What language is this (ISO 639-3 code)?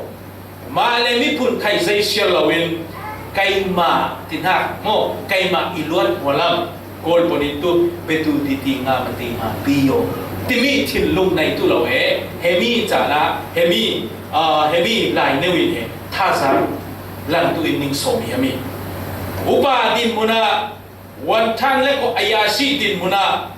cfm